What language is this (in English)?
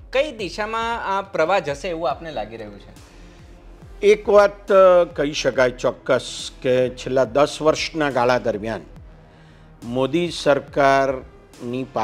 Gujarati